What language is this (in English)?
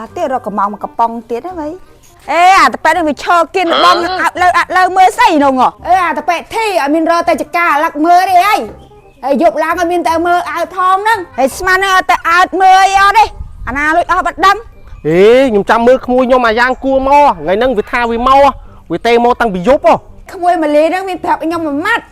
Khmer